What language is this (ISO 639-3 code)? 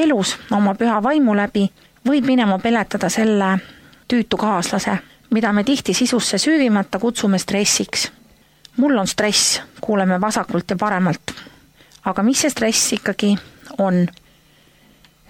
est